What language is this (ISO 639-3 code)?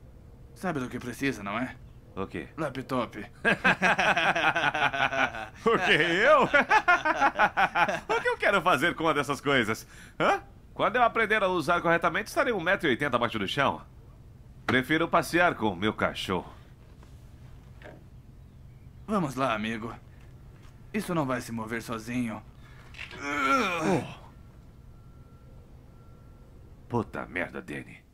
por